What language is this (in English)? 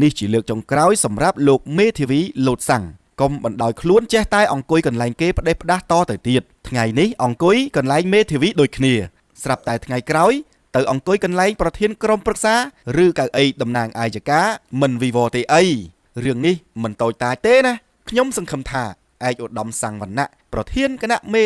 Khmer